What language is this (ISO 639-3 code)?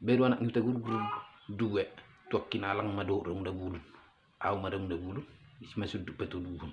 bbc